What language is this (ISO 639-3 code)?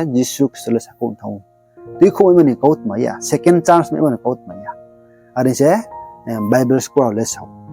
ria